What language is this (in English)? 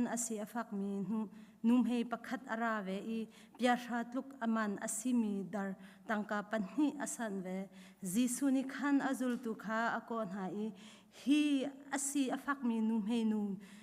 Hakha Chin